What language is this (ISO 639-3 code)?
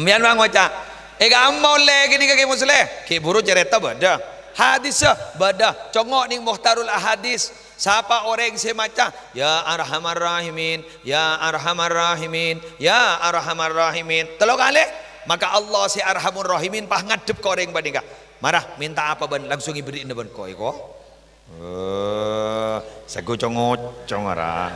mad